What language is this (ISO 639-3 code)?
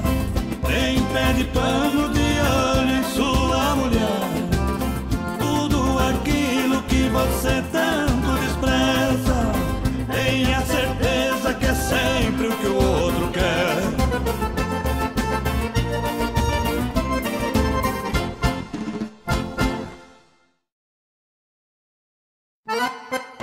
por